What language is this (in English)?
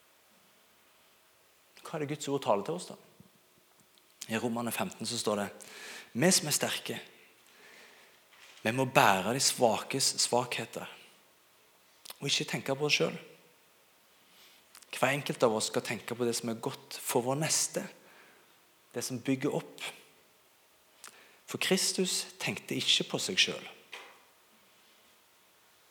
Norwegian